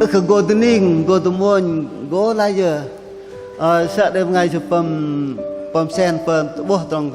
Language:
Bahnar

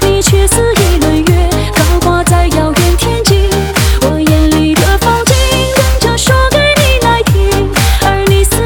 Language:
Chinese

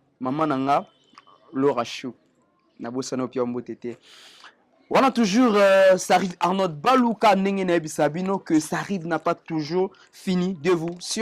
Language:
Lingala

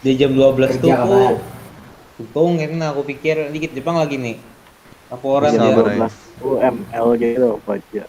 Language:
Banjar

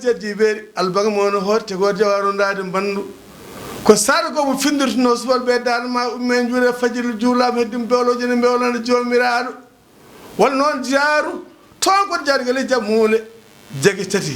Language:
Fula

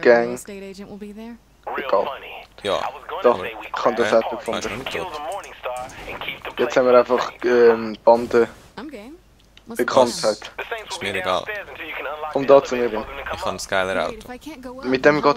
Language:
Swiss German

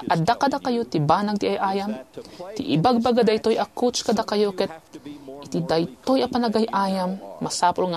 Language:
Iloko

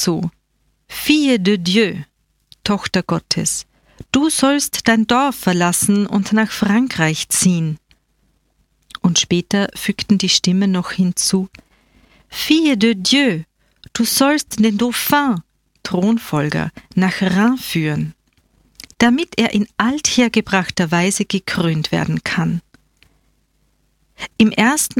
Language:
German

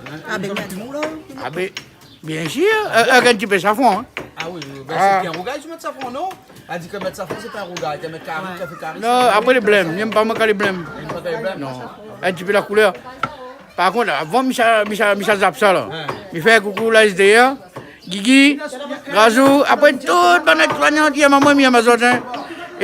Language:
Réunion Creole French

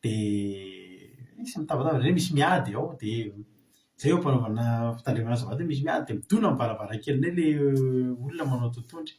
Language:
Malagasy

